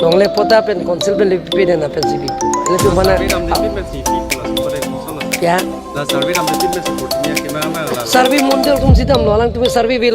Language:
Karbi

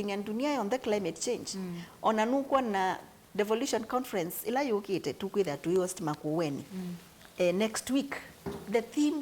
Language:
Kamba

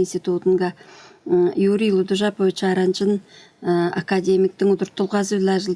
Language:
Tuvinian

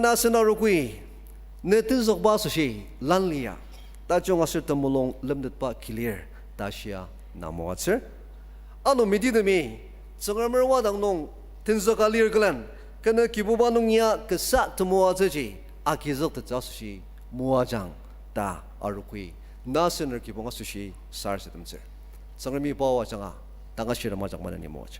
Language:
Ao Naga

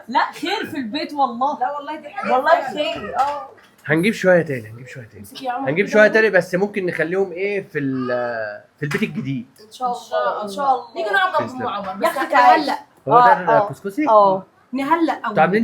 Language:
Egyptian Arabic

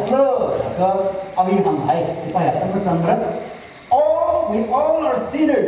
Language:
Tangkhul Naga (India)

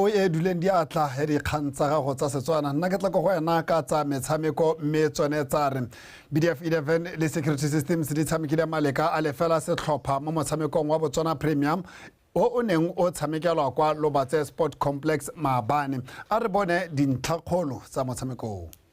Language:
Tswana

